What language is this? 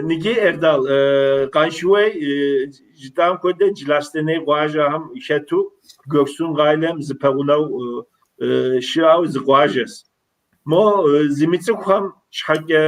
Kabardian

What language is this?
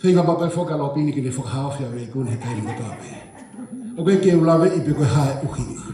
Tongan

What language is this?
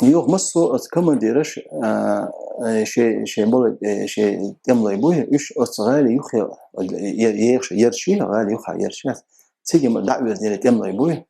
Chechen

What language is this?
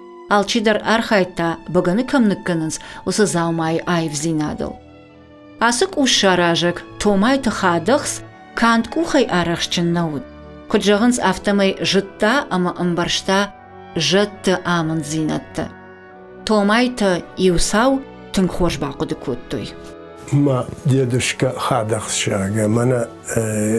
Ossetic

